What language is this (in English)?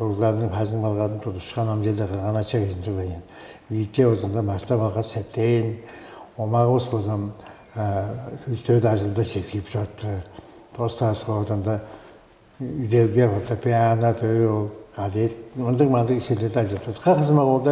Tuvinian